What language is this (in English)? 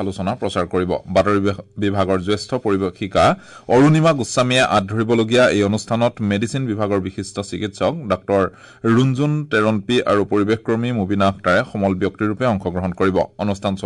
Assamese